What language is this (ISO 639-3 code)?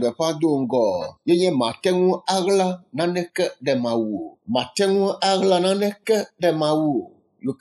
ewe